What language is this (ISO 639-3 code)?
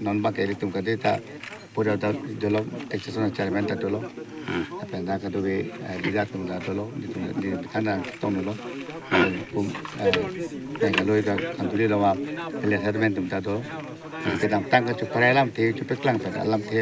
mjw